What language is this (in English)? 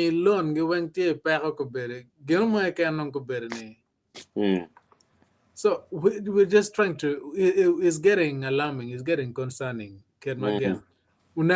Acoli